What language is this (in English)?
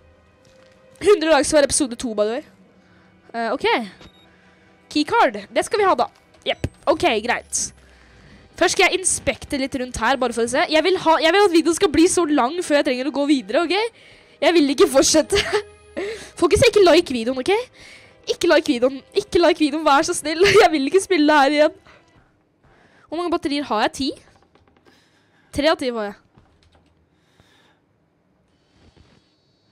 Norwegian